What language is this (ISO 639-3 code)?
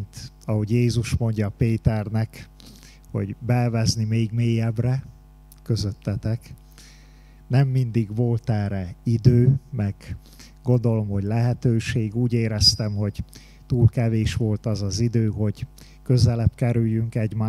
hun